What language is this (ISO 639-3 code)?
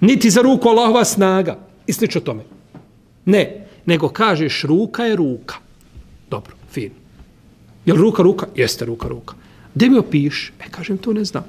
bos